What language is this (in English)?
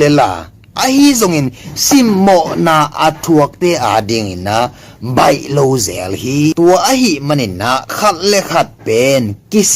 Tedim Chin